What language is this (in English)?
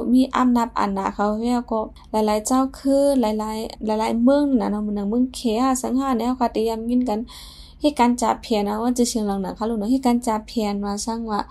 Shan